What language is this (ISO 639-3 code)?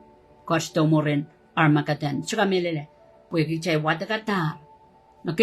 pon